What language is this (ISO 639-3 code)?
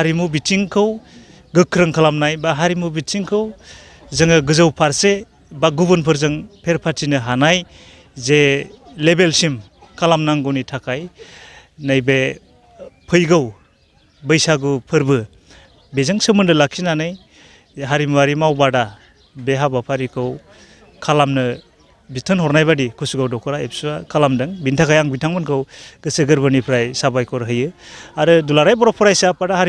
brx